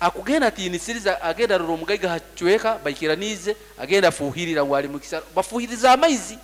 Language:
Nyankole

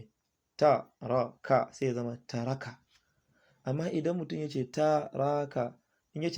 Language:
Hausa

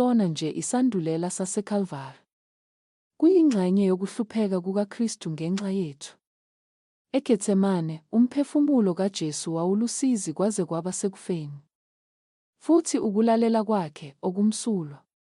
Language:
Zulu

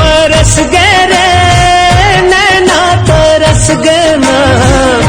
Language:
Chhattisgarhi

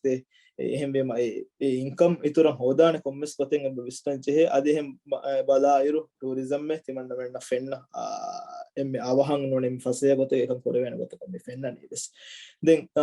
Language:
Divehi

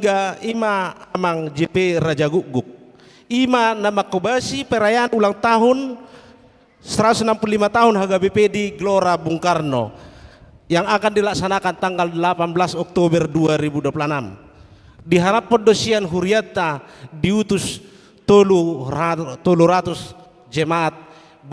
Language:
Batak Toba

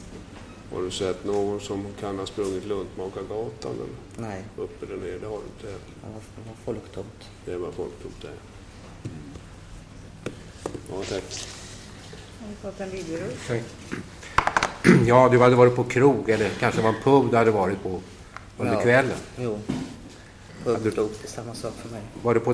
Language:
Swedish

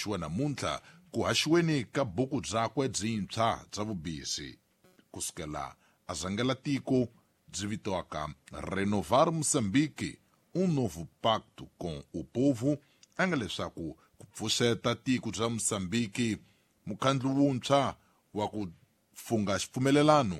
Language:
Tsonga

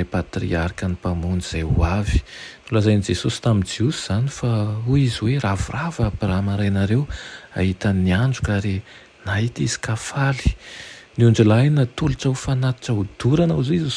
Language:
Malagasy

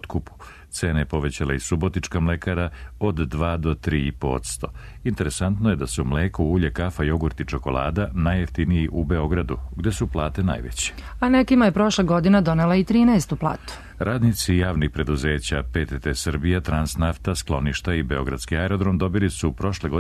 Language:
Serbian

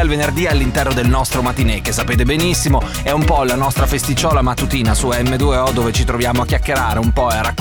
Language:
Italian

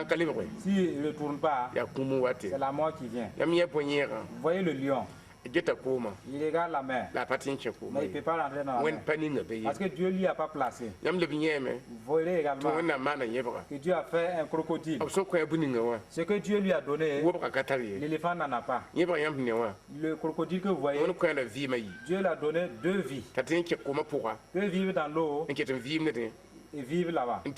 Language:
Mossi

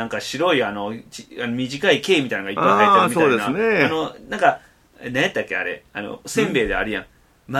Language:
Japanese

